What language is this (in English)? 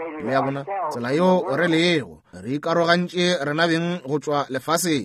Northern Sotho